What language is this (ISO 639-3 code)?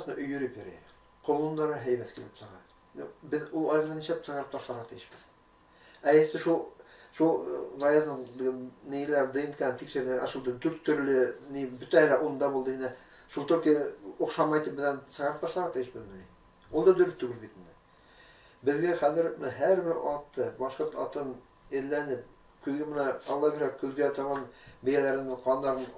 bak